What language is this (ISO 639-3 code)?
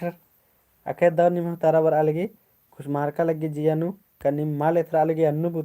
kru